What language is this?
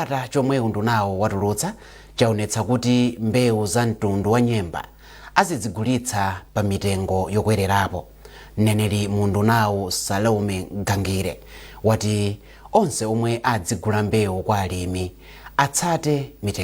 Nyanja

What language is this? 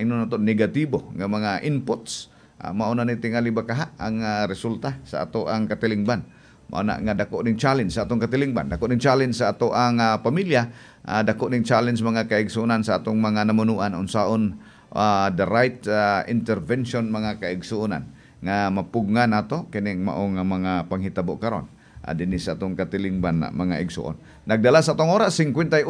Cebuano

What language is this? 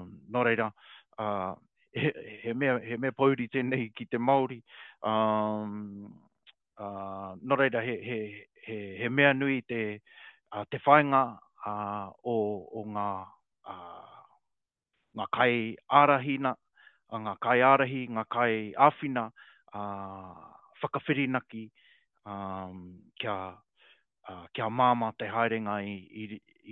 Māori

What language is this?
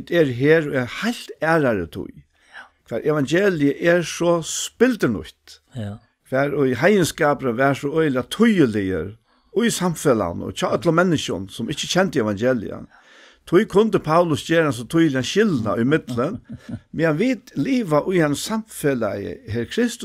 Faroese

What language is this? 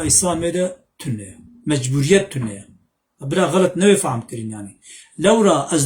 Kurdish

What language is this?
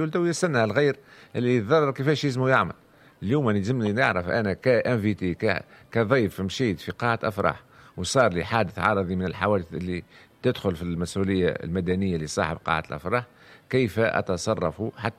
Tunisian Arabic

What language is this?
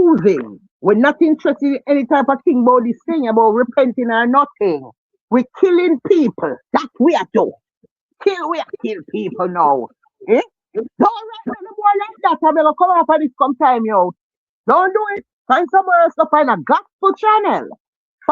Jamaican Creole English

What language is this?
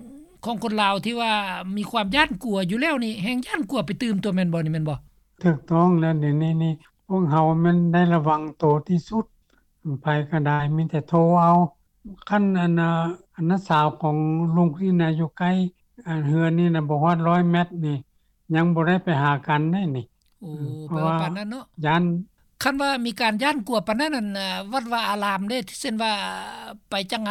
Lao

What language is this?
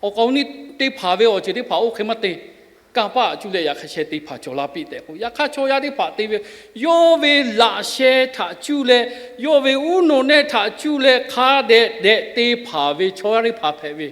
Lahu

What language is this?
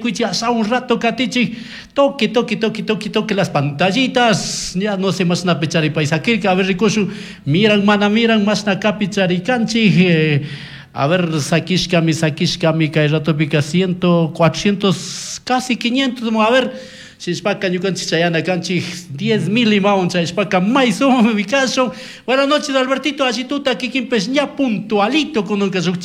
Chimborazo Highland Quichua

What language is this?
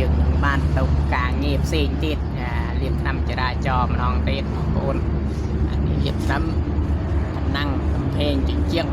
Khmer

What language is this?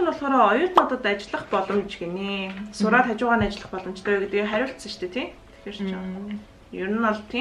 Mongolian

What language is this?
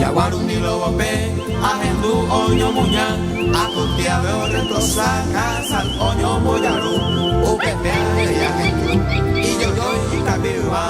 Guarani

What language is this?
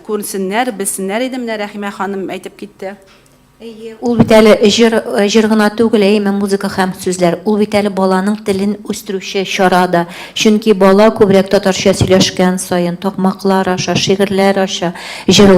Tatar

